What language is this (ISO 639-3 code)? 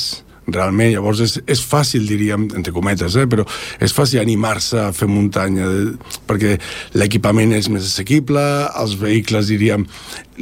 cat